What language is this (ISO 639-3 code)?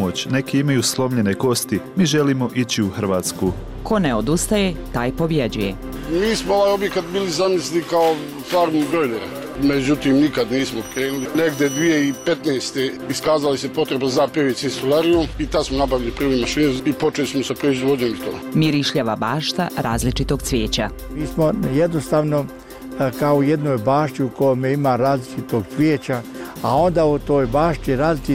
bos